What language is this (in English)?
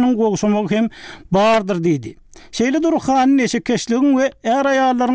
Turkmen